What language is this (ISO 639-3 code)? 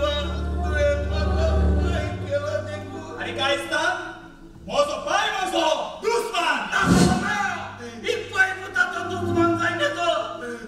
kok